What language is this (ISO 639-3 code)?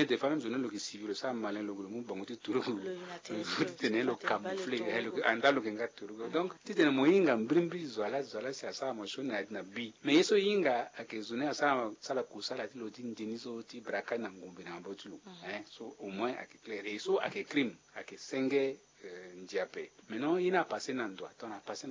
sag